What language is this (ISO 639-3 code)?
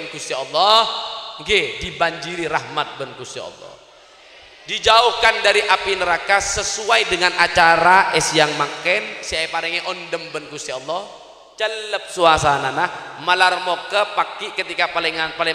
mad